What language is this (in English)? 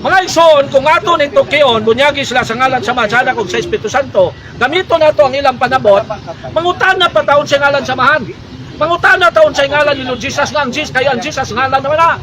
Cebuano